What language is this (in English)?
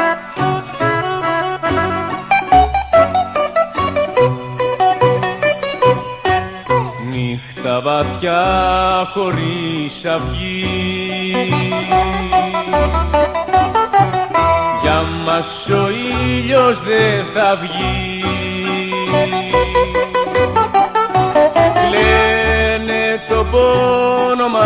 Greek